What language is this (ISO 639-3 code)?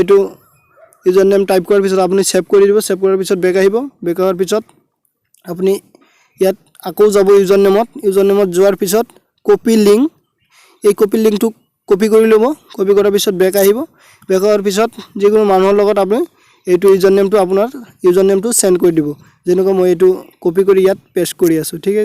asm